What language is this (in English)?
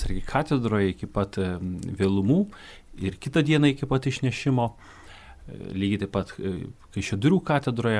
Lithuanian